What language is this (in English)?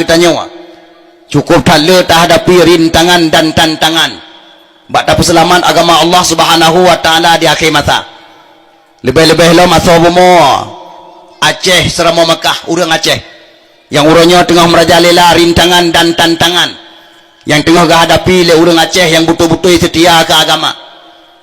Achinese